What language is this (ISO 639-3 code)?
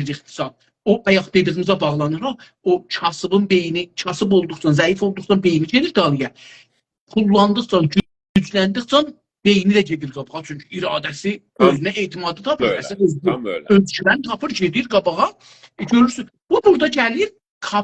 azb